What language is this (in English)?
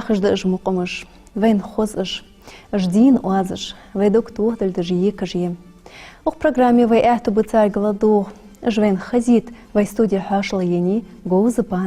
Ingush